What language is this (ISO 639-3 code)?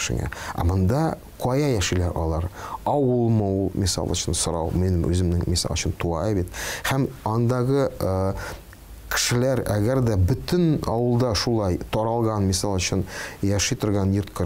tat